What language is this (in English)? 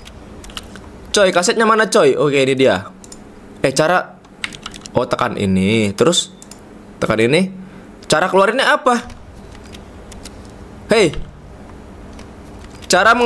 Indonesian